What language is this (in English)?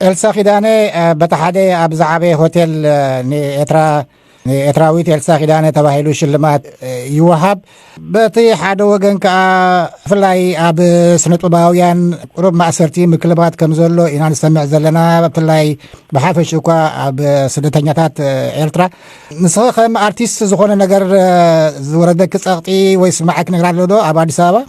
Tigrinya